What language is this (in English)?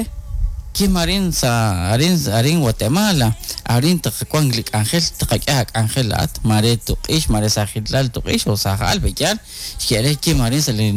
Kekchí